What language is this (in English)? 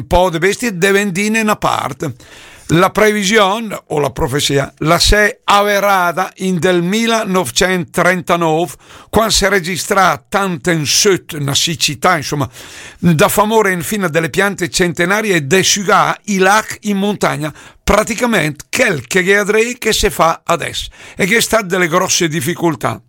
Lombard